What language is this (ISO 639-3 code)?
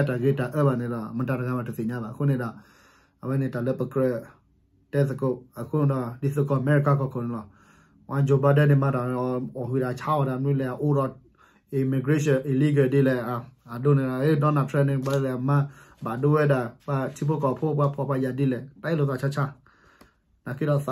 ksw